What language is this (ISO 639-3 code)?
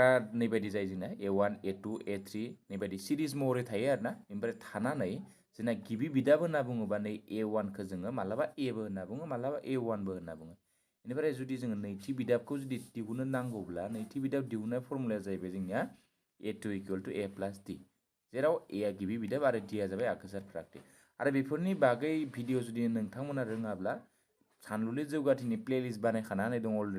brx